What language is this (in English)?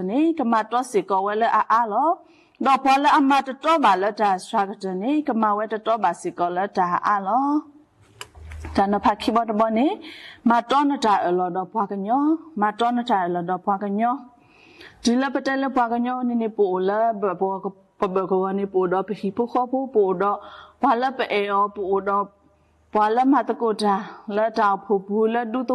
S'gaw Karen